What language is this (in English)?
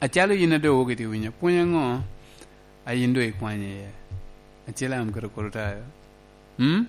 Lango (Uganda)